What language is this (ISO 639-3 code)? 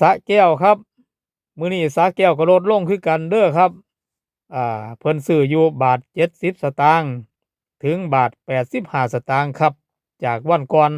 tts